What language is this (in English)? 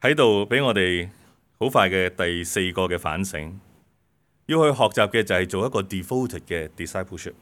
Cantonese